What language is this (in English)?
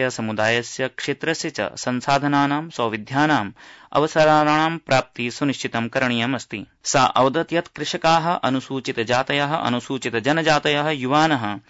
Sanskrit